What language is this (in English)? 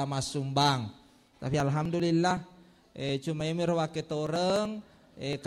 Buginese